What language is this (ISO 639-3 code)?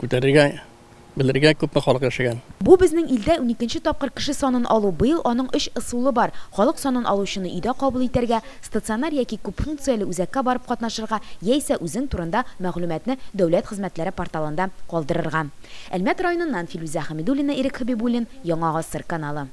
tat